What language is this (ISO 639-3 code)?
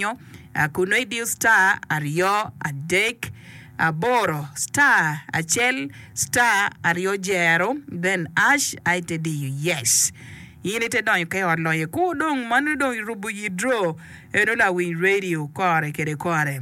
ach